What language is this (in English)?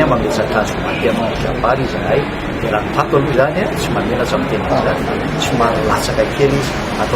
Malagasy